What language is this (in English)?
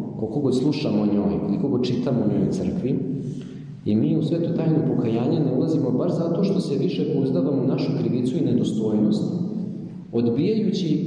Serbian